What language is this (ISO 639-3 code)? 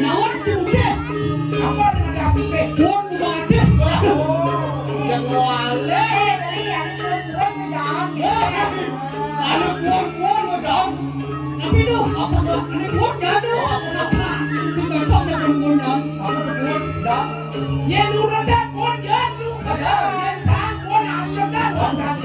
ban